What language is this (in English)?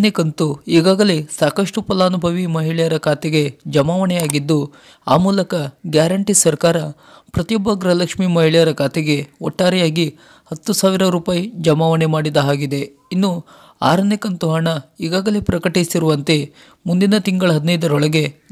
Kannada